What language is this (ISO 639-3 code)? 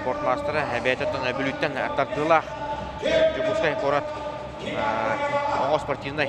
sah